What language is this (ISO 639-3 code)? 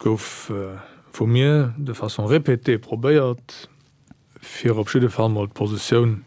ltz